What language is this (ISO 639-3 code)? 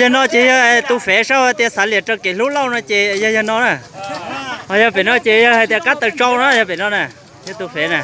hmn